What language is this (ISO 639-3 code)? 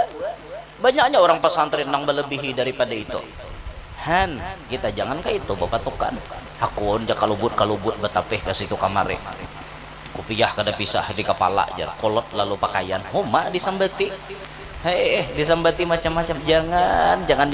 bjn